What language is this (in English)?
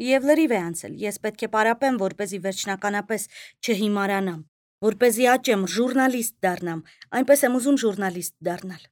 Armenian